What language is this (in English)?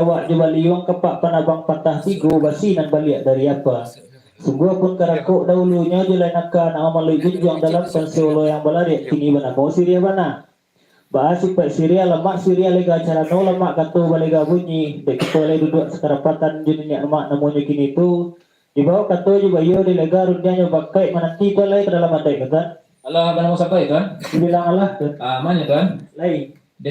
Minangkabau